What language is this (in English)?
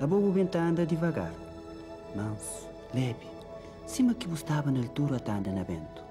Kabuverdianu